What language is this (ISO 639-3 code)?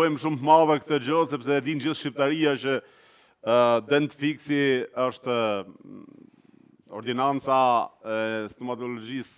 sqi